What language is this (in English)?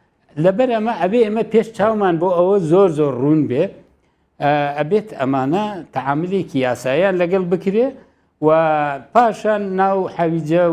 Central Kurdish